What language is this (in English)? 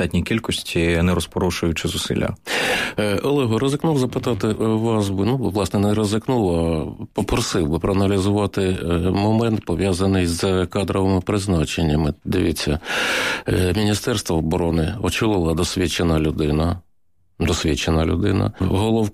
Ukrainian